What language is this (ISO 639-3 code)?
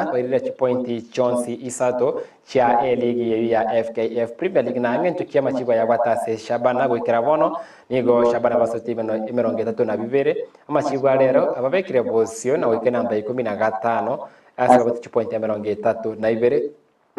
guz